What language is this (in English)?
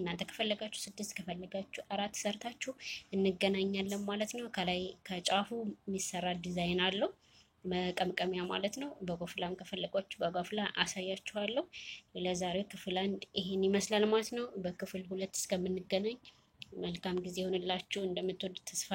Amharic